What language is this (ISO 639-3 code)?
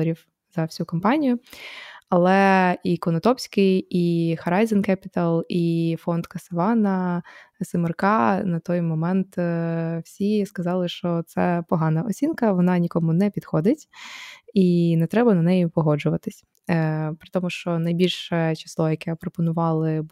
ukr